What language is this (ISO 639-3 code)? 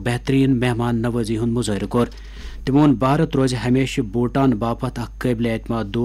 kas